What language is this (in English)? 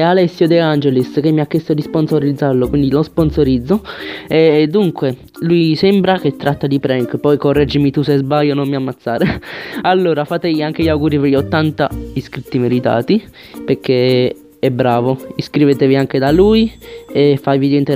Italian